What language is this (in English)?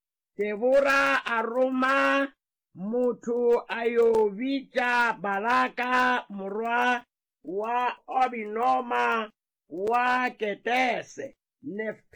Northern Sotho